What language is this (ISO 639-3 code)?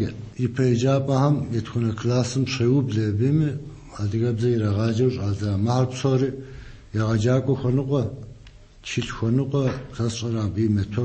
kbd